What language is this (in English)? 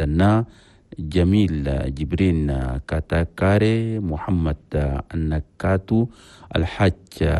Chadian Arabic